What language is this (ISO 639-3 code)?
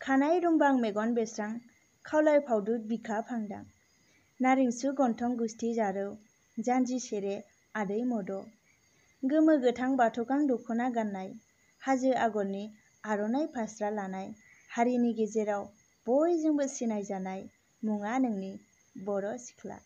brx